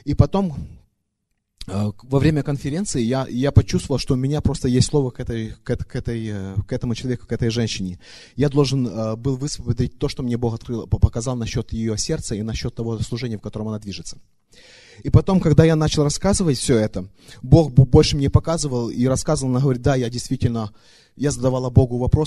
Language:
Russian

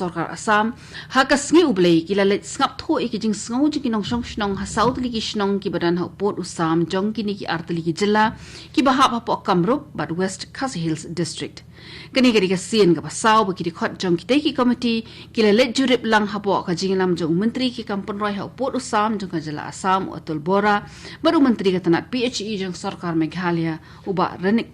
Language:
Khasi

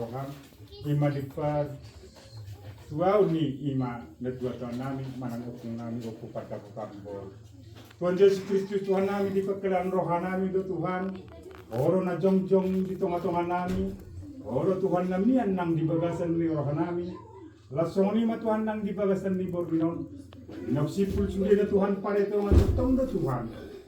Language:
Batak Toba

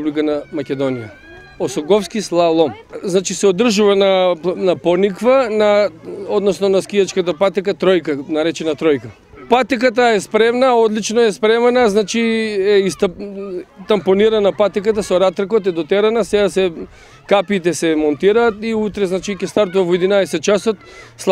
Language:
Macedonian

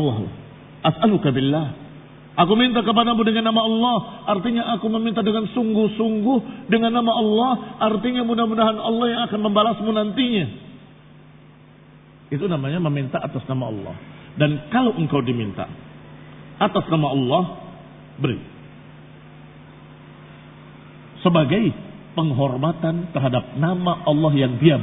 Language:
Indonesian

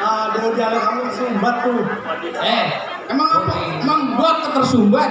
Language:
Betawi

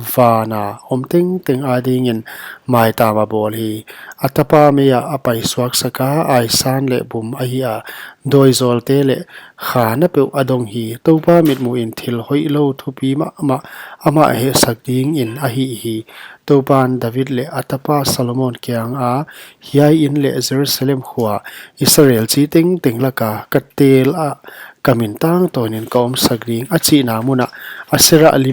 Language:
Paite Chin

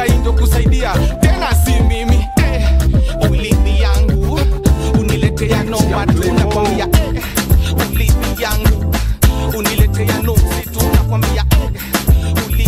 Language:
Swahili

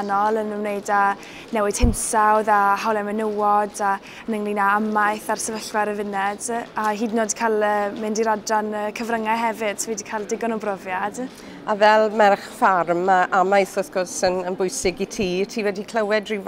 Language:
Welsh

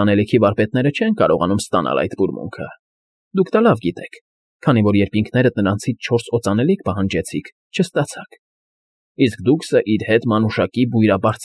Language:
Armenian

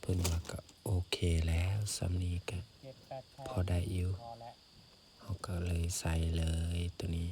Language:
Lao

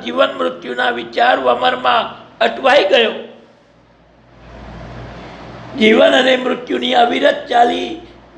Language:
Gujarati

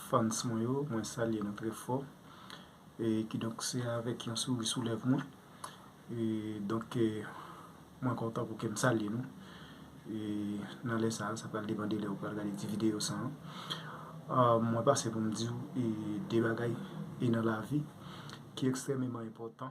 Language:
Haitian Creole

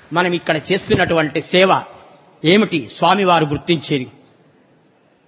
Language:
Telugu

